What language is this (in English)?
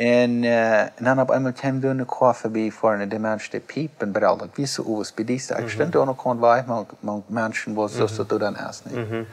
Plautdietsch